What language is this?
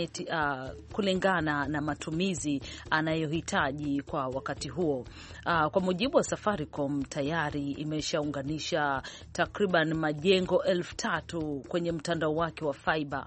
Swahili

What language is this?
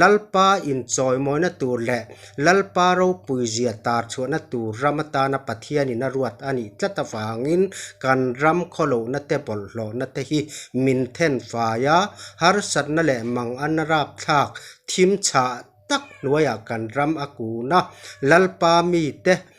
Mizo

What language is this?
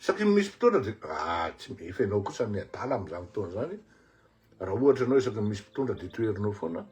Malagasy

